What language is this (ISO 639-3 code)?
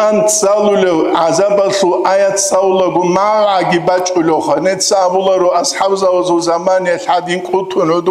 ava